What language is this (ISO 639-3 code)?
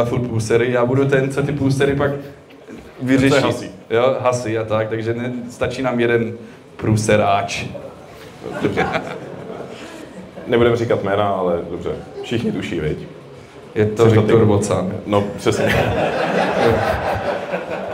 ces